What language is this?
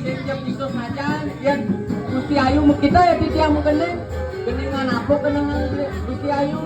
Balinese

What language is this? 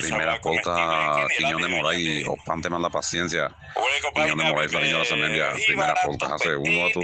Guarani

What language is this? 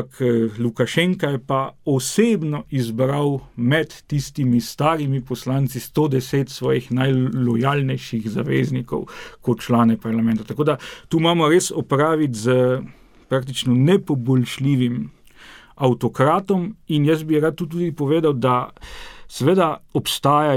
Slovenian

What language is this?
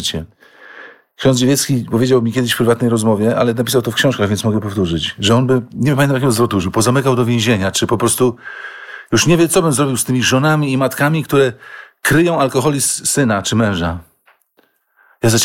Polish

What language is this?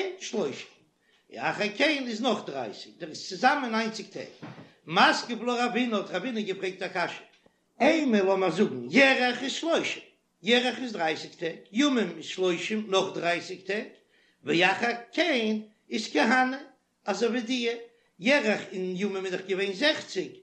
Yiddish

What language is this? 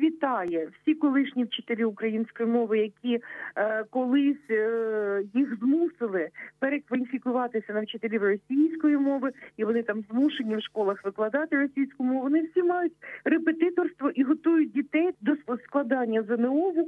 Ukrainian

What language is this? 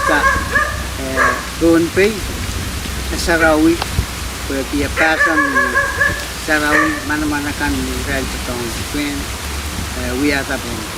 Pohnpeian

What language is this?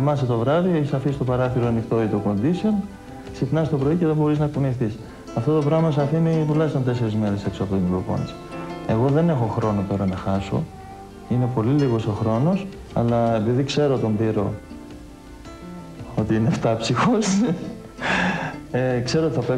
Greek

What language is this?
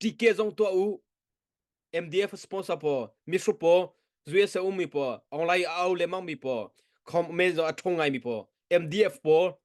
Hakha Chin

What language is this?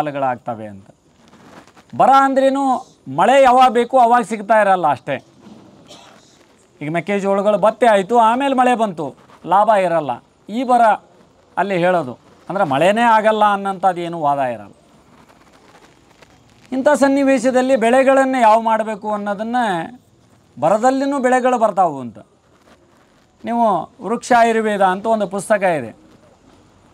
Kannada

